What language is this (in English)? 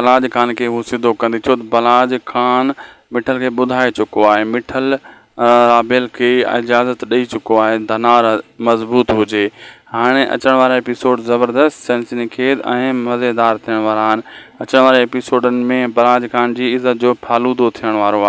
Sindhi